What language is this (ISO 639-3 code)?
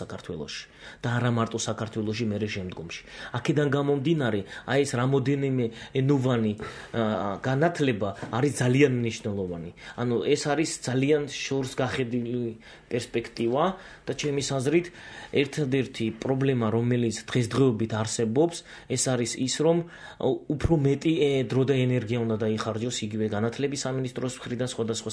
kat